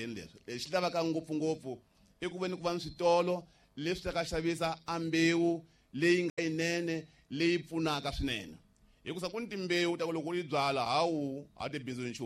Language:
Tsonga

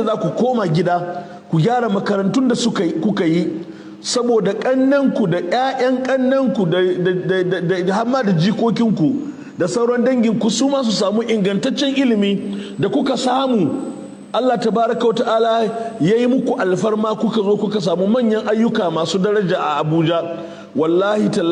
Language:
Hausa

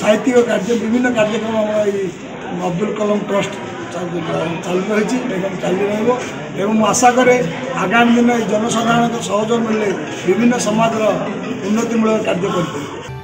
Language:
Odia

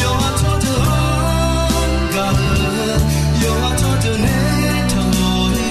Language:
Akha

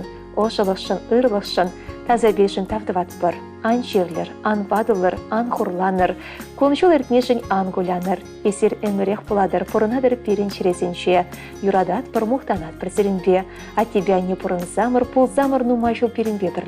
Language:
Chuvash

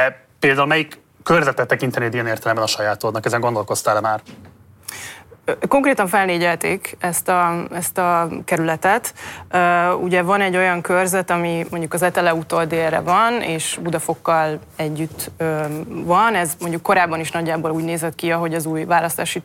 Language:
Hungarian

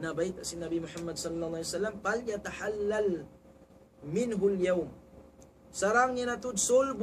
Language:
Tausug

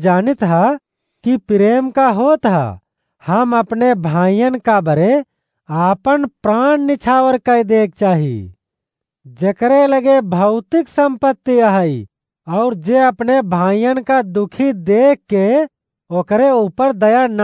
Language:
Awadhi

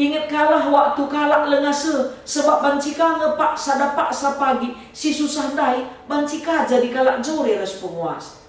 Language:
Batak Karo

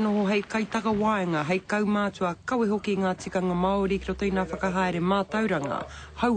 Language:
Māori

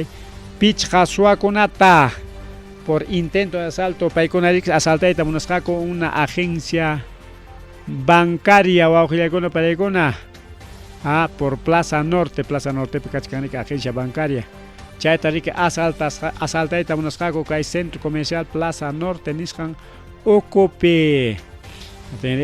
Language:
Ayacucho Quechua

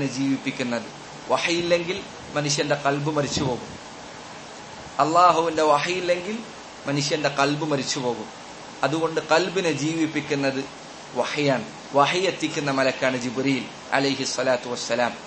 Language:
Malayalam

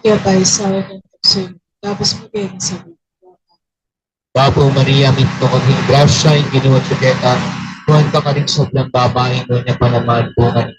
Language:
Pampanga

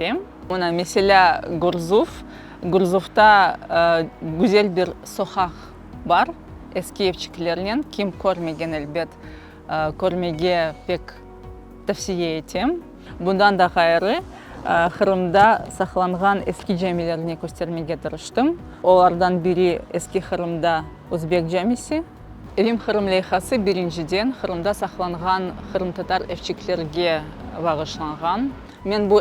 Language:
Crimean Tatar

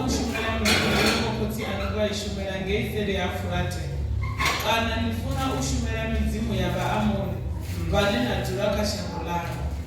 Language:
Venda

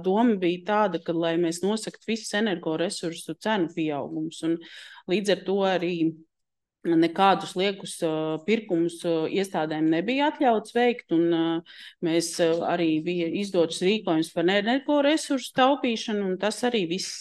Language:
Latvian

